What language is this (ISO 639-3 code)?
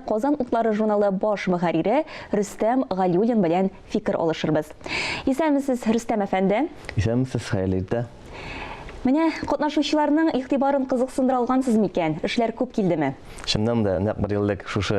tat